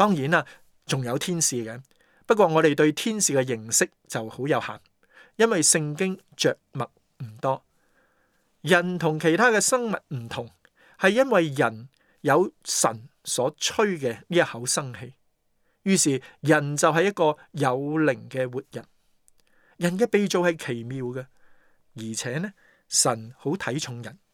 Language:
Cantonese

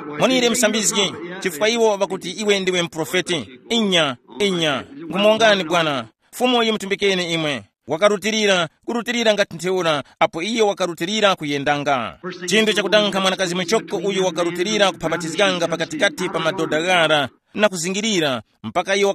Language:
Tumbuka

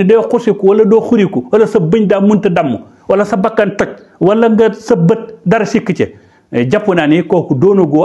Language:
Wolof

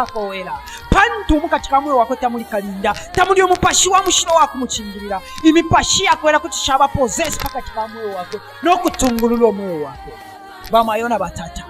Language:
Bemba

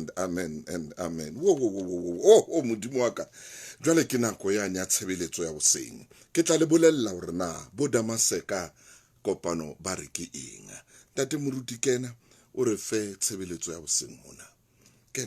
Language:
Southern Sotho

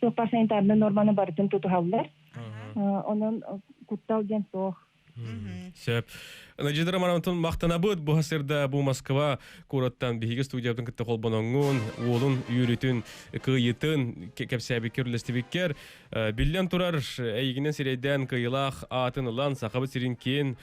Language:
Yakut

